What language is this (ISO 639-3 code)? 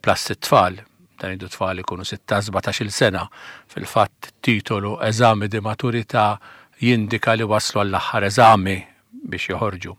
mlt